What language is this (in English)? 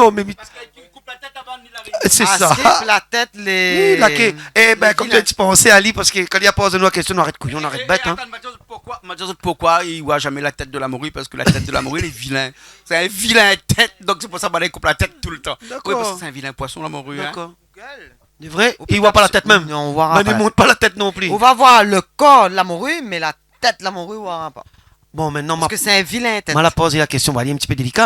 Réunion Creole French